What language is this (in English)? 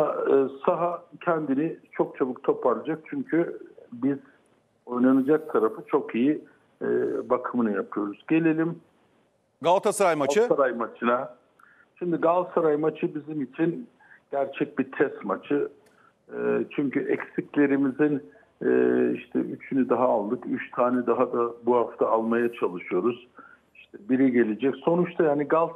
Turkish